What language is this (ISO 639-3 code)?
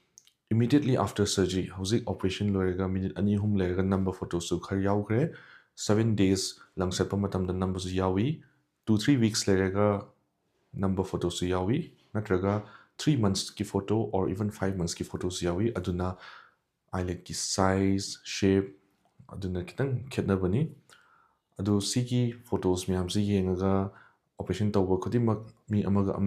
mni